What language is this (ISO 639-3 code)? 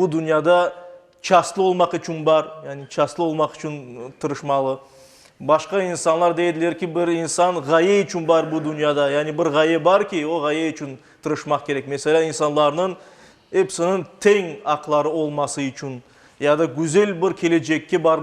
crh